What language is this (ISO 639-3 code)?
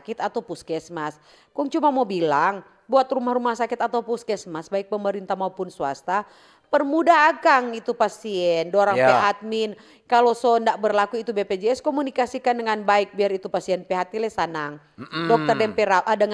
xmm